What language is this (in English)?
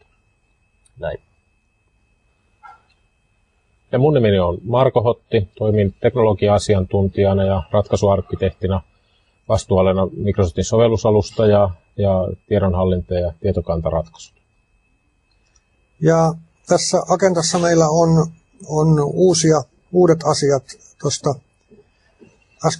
Finnish